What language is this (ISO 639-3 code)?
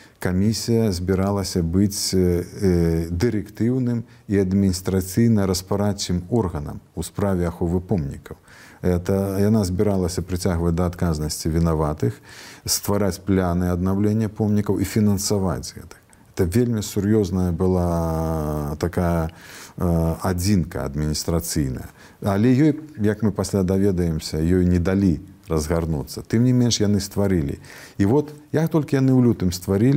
bel